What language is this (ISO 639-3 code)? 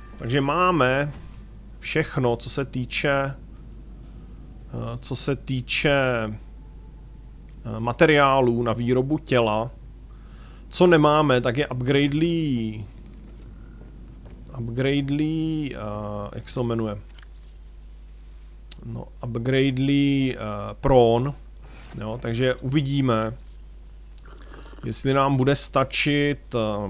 ces